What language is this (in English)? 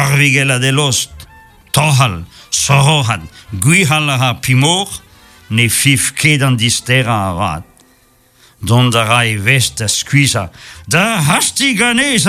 Breton